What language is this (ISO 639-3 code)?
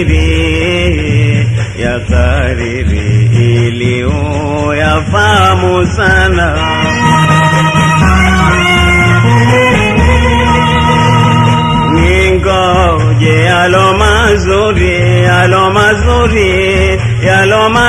swa